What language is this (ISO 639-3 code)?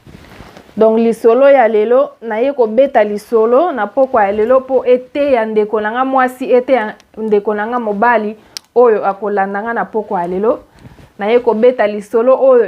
lin